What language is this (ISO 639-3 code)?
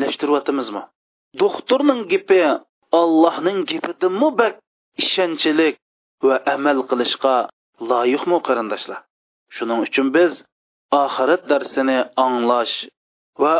uig